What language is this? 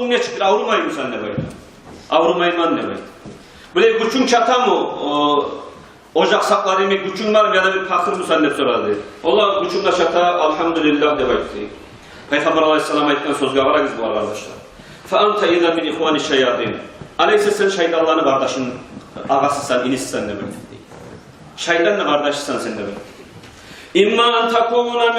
Kumyk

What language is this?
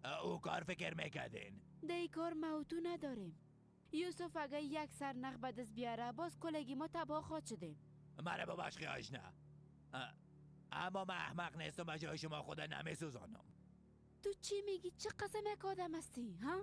Persian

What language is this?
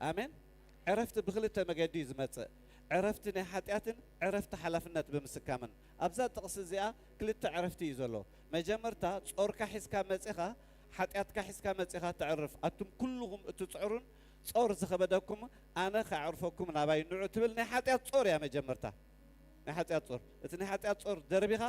Tigrinya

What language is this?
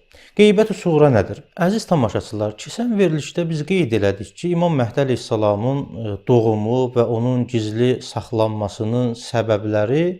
Azerbaijani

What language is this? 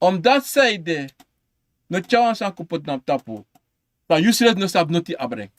Sranan Tongo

